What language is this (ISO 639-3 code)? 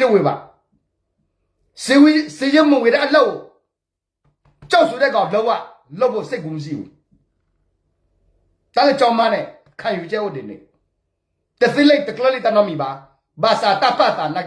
ksw